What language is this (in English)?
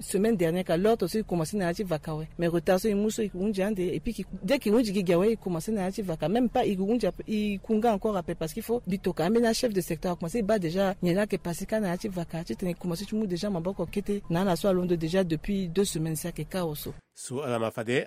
Sango